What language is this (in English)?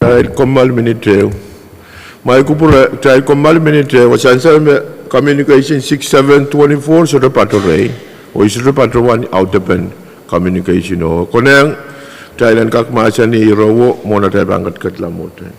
Pohnpeian